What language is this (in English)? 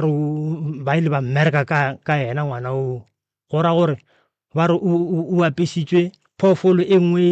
Northern Sotho